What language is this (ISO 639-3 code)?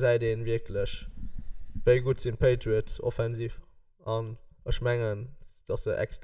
ltz